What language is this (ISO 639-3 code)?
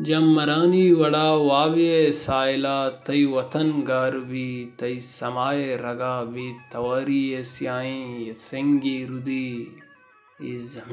bal